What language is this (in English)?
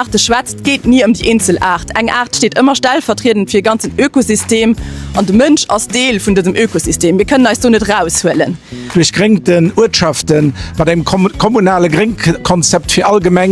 Luxembourgish